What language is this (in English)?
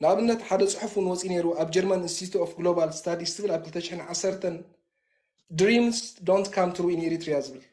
Tigrinya